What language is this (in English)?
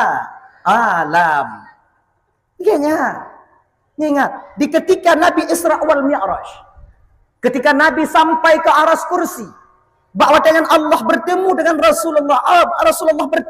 Achinese